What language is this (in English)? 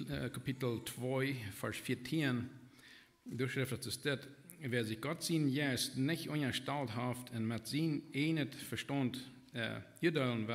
Plautdietsch